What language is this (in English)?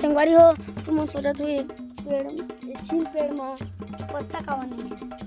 Chhattisgarhi